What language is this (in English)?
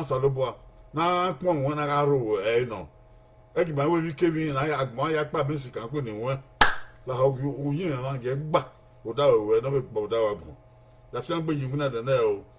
Bini